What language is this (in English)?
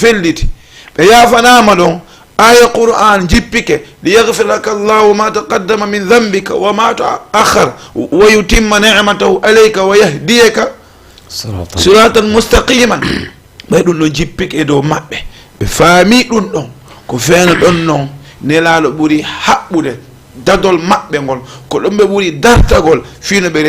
Fula